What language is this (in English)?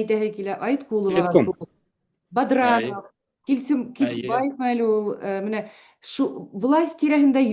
Bashkir